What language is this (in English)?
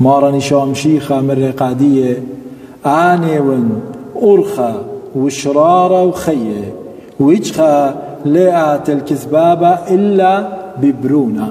Assyrian Neo-Aramaic